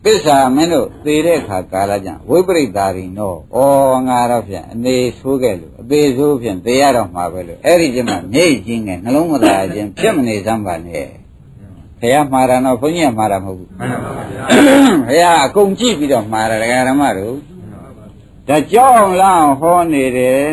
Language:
Burmese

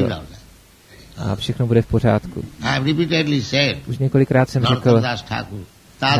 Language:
Czech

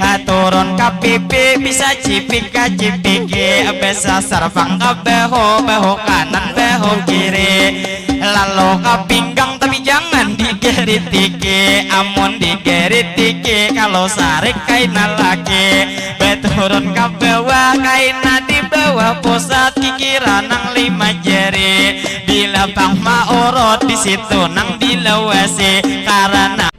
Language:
Banjar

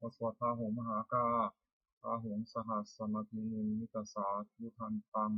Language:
Pali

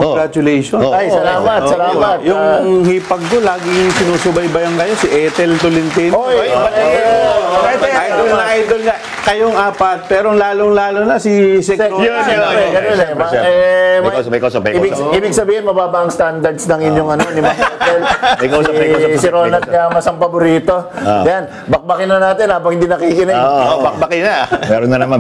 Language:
Filipino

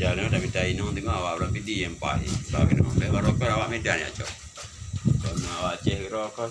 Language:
Achinese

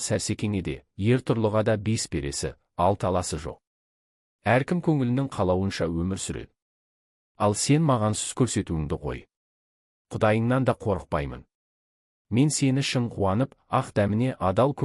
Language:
Kazakh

